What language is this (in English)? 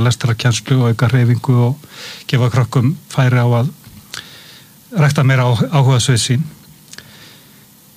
Icelandic